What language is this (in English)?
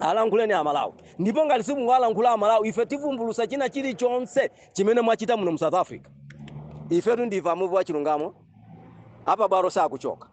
Nyanja